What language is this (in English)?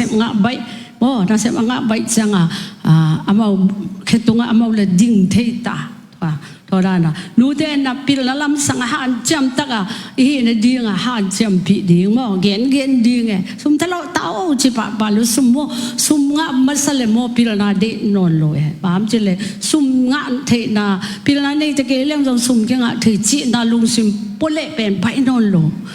Tedim Chin